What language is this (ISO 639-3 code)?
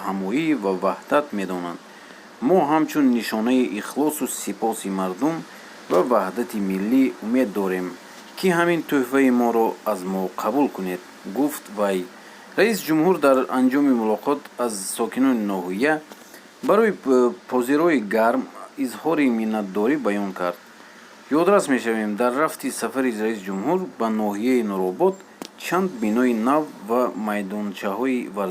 tgk